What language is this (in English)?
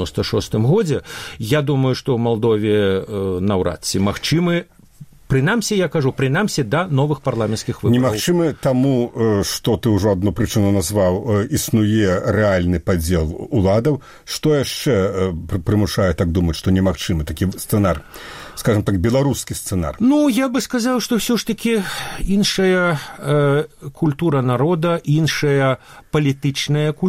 Belarusian